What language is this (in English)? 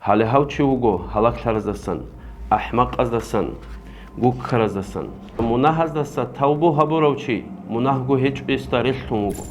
Avaric